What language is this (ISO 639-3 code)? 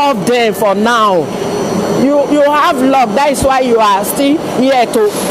pcm